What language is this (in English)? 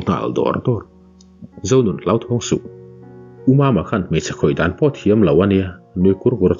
Mizo